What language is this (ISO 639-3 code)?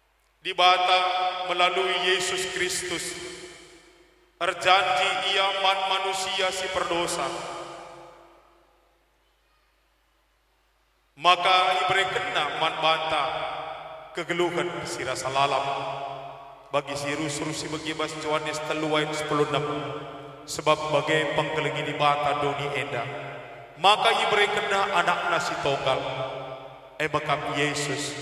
btx